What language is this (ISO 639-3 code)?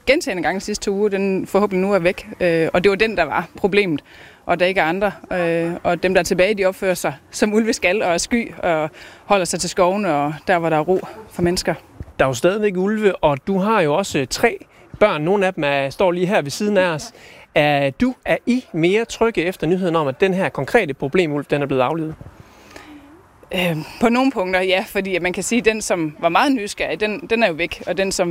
dan